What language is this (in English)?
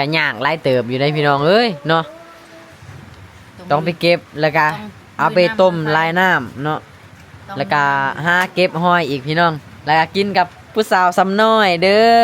Lao